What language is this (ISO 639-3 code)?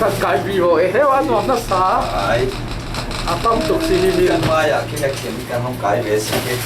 cfm